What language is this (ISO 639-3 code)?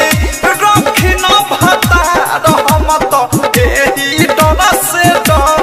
bho